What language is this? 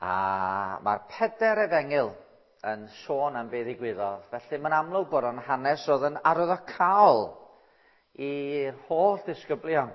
Welsh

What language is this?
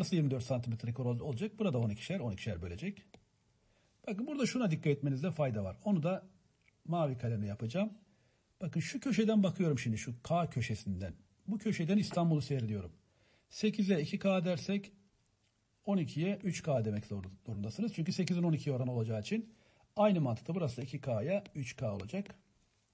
Turkish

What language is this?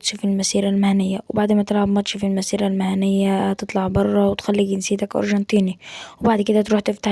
Egyptian Arabic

